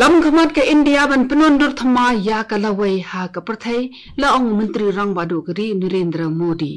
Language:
Khasi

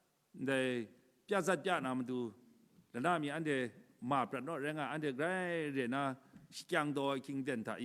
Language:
Kachin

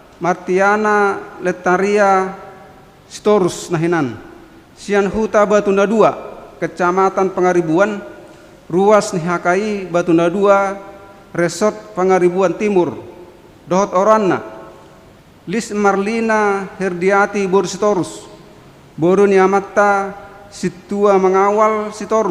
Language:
Batak Toba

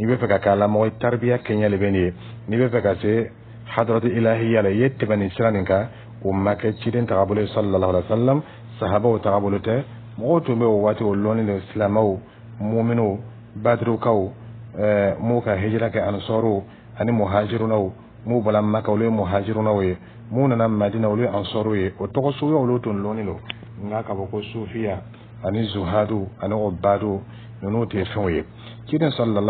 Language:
Dyula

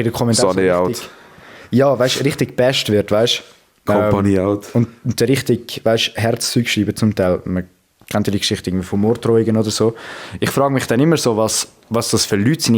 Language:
Swiss German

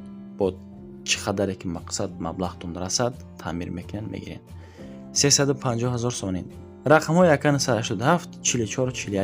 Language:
Tajik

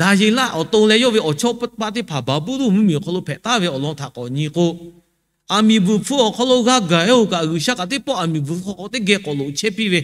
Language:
Lahu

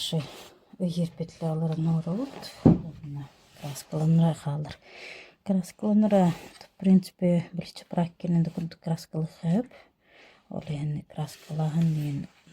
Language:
Yakut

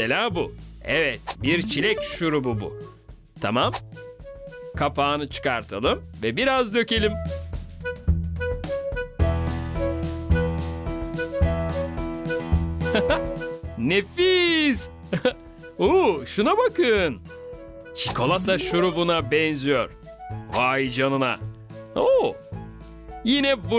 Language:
Turkish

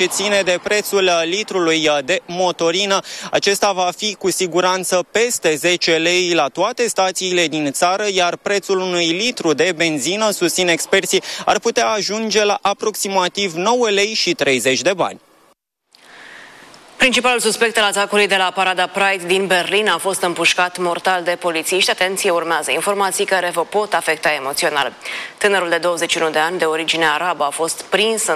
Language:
Romanian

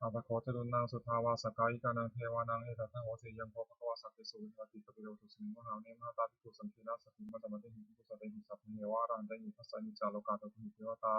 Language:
Pali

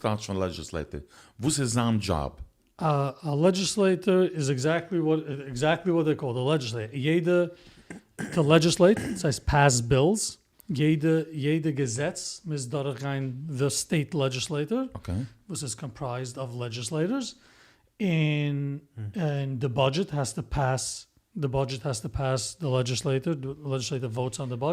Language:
Yiddish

